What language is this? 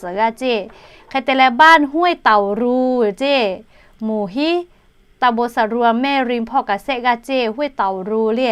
Lahu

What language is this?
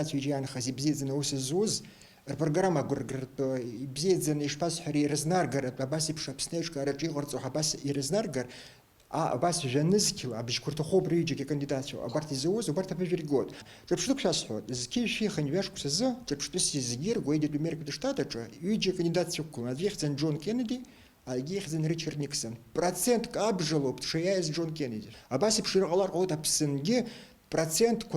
Abkhazian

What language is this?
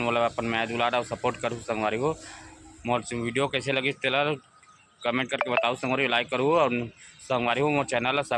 Chhattisgarhi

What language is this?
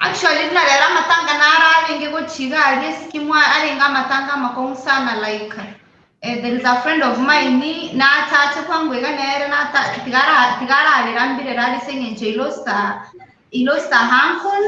Gusii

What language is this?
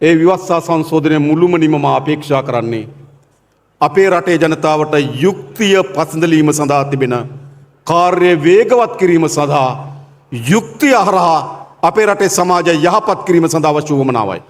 Sinhala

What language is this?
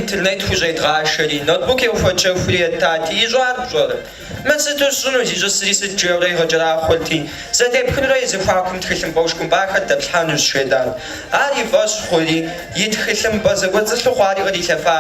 Kabardian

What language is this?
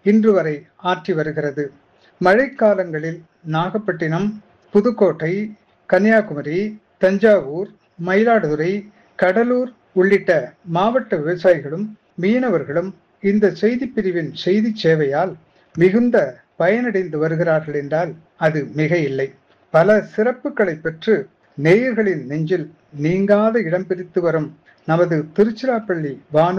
Tamil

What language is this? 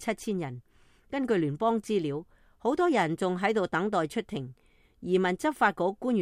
Cantonese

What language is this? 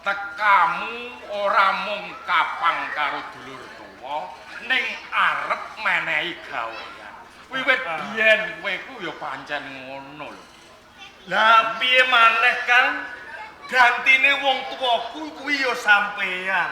Javanese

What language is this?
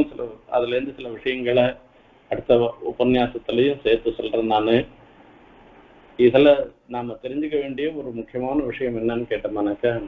Tamil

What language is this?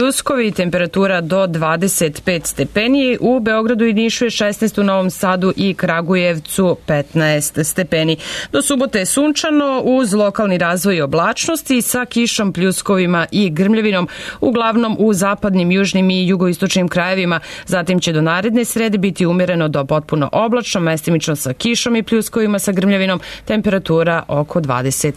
Serbian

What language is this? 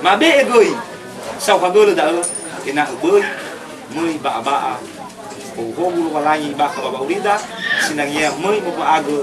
Nias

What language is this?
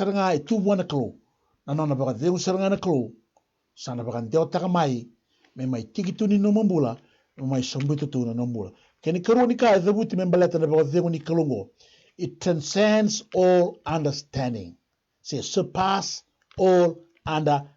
Fijian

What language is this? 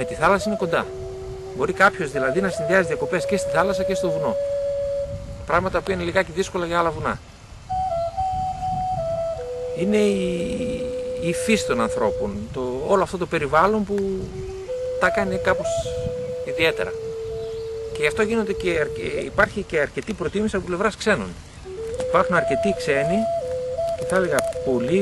Greek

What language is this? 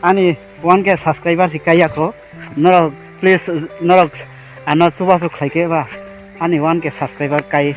Kok Borok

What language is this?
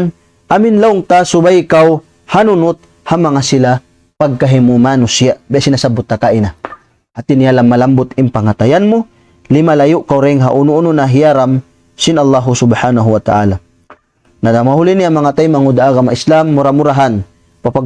Tausug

